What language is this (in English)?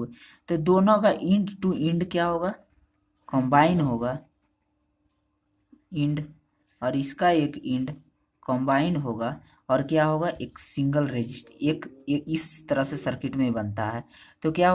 Hindi